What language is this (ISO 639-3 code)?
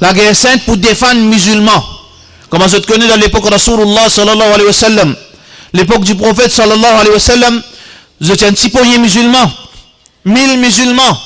mfe